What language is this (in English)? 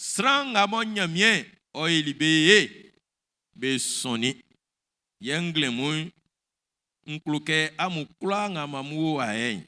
Baoulé